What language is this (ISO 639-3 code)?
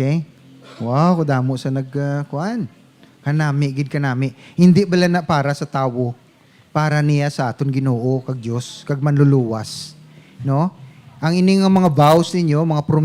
hil